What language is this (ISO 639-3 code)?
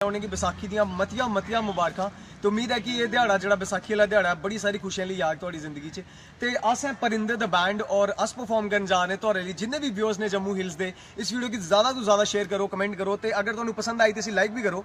doi